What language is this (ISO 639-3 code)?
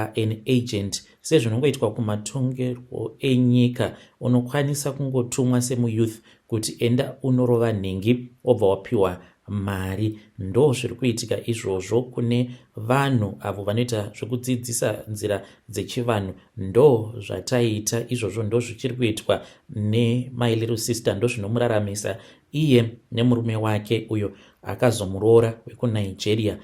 sna